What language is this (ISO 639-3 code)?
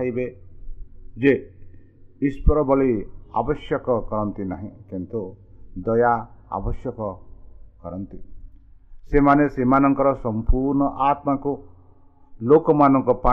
ori